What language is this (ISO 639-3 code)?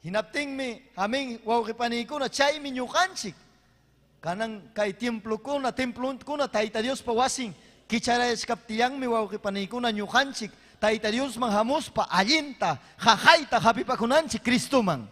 quy